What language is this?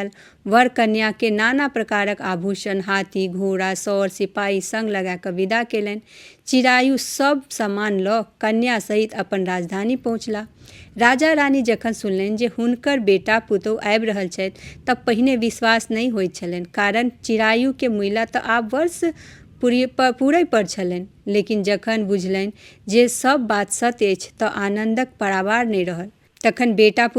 Maithili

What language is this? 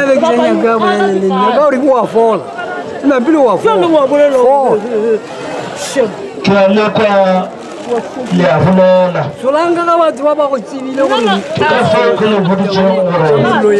Northern Sotho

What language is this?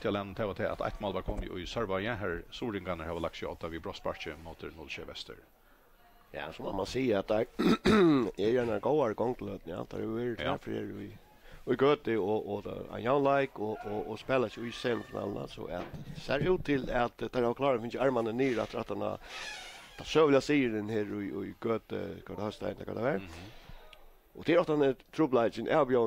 Faroese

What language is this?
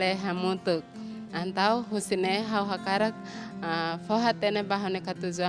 Tetum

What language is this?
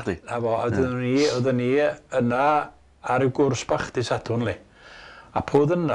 Welsh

